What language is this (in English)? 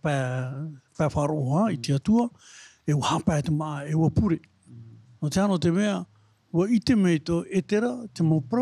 Tahitian